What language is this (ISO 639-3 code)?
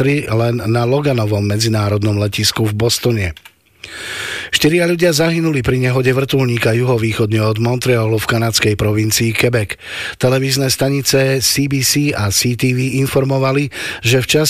slk